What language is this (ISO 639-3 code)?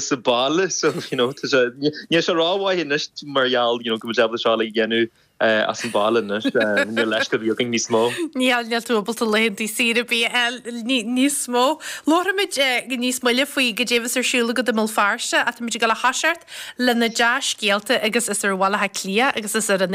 gle